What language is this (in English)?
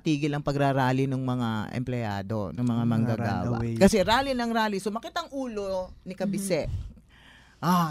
Filipino